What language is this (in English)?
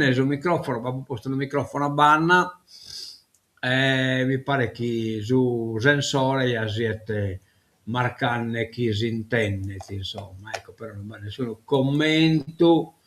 Sardinian